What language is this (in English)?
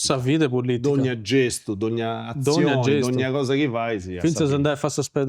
Sardinian